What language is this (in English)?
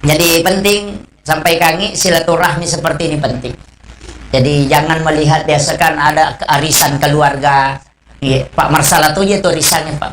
Buginese